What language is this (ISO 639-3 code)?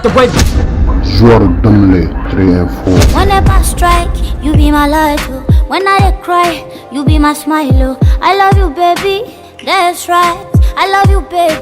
dag